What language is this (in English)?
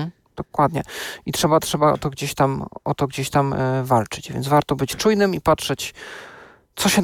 Polish